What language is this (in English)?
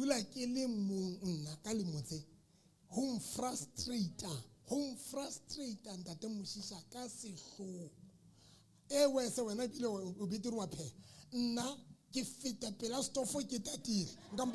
Southern Sotho